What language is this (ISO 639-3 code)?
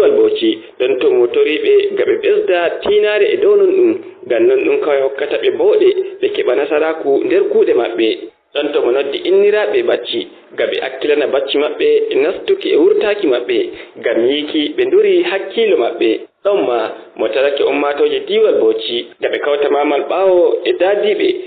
ful